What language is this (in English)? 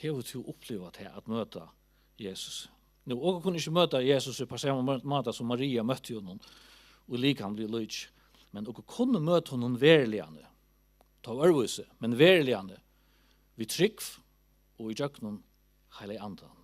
Faroese